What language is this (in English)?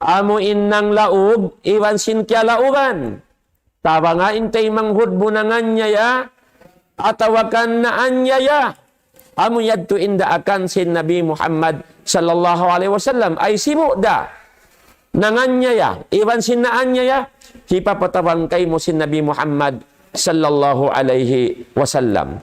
Tausug